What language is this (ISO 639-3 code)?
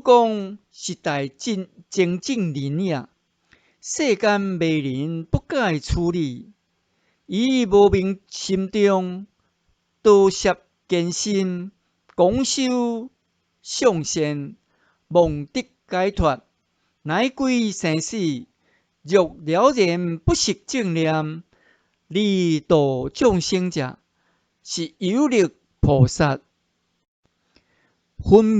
nan